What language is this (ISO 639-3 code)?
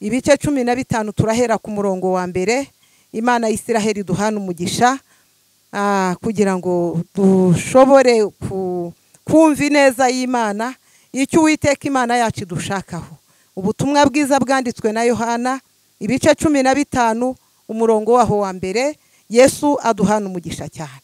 kin